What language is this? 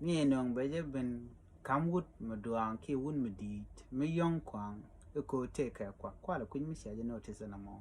Nuer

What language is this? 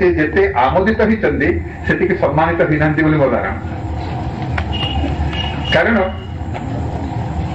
Odia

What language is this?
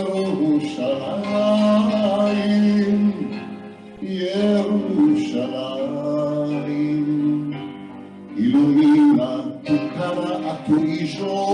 Ladino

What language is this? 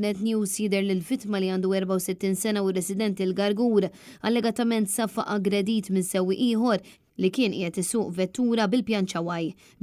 Maltese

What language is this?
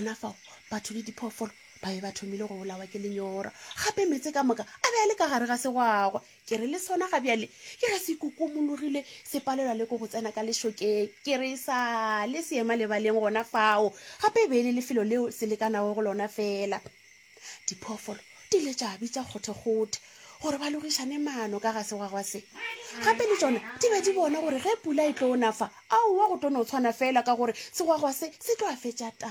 Northern Sotho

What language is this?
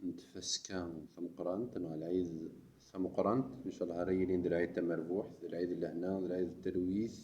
Kabyle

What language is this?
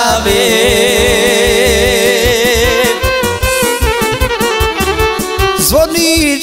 Croatian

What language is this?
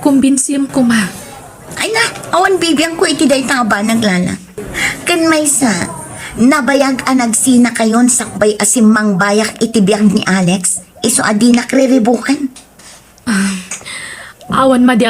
Iloko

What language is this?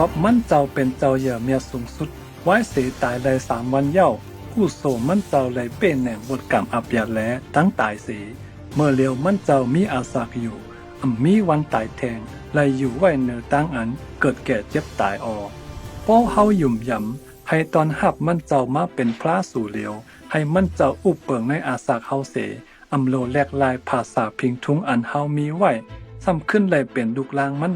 Shan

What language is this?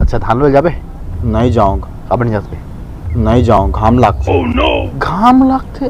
Chhattisgarhi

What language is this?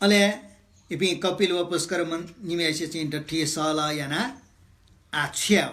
Newari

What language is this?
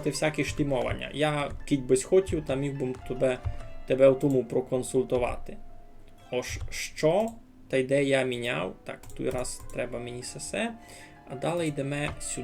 Rusyn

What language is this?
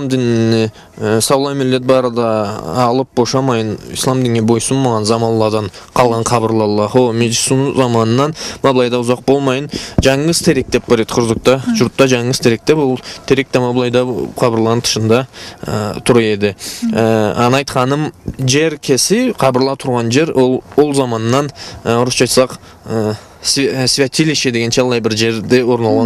Karachay-Balkar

